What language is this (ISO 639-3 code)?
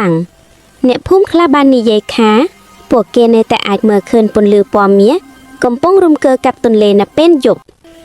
khm